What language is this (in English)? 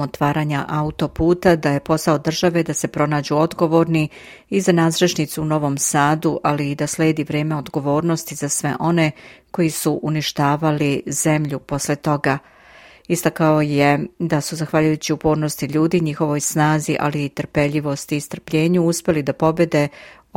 Serbian